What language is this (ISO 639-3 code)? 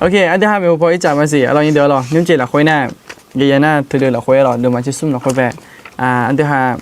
ahk